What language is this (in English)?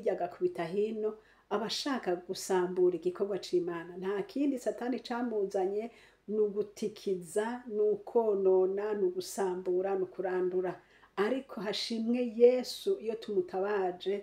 Rundi